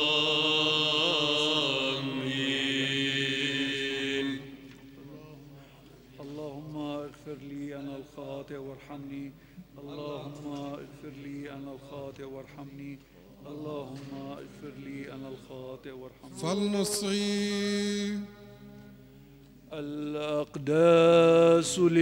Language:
Arabic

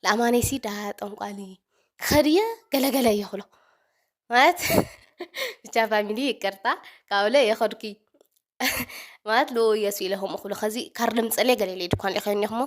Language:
Tigrinya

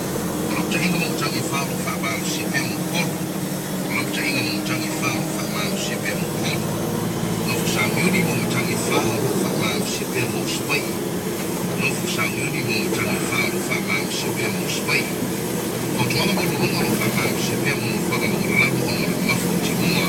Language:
Samoan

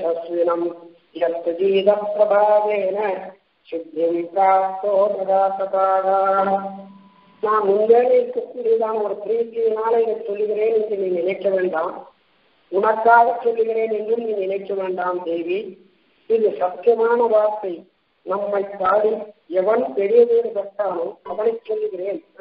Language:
Tamil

